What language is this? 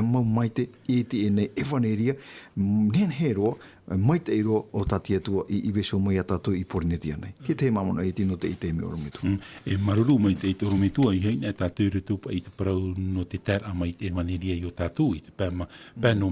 Tahitian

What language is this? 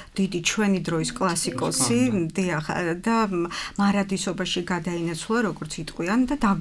Georgian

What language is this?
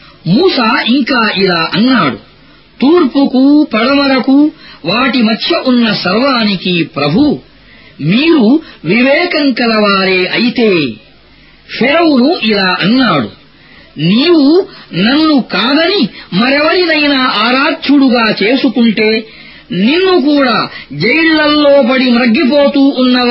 Telugu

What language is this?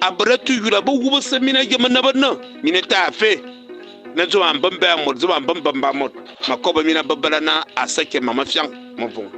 Fang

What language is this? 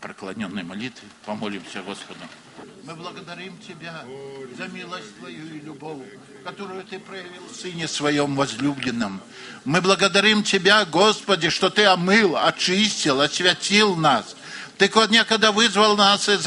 Russian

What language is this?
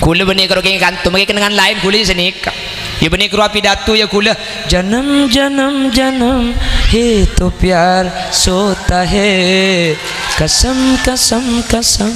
Madurese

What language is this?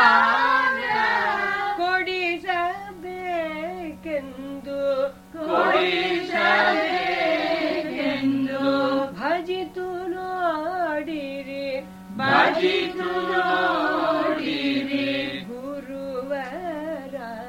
Kannada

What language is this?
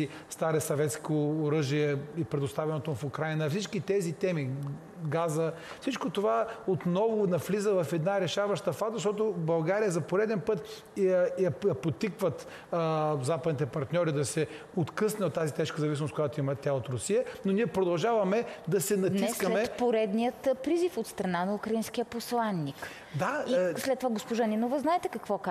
Bulgarian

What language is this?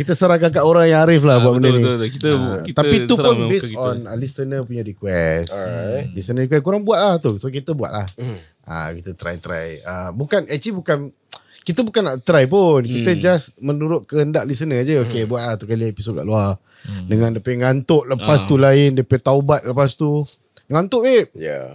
Malay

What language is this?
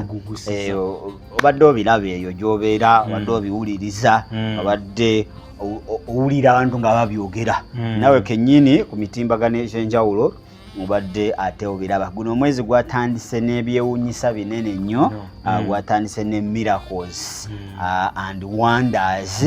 Ganda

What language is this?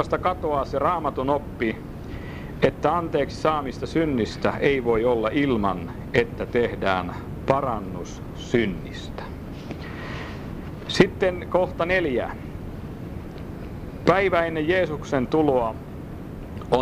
Finnish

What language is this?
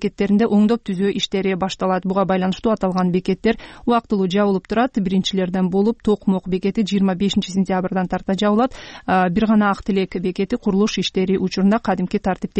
Kyrgyz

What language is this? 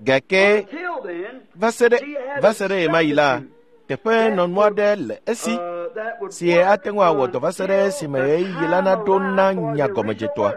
Ewe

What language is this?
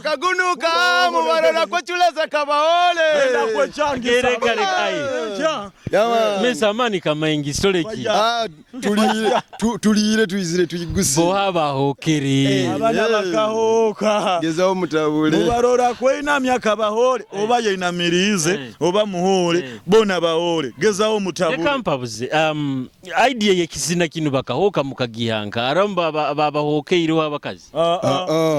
Nyoro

